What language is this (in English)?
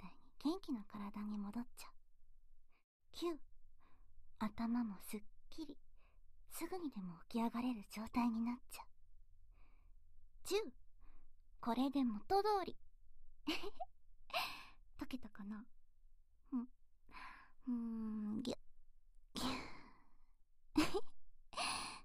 Japanese